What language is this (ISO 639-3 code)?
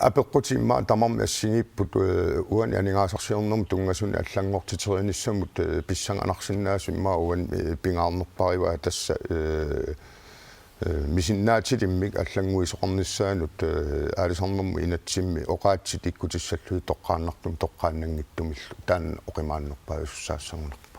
kal